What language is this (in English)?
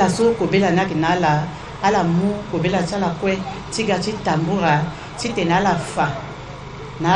Sango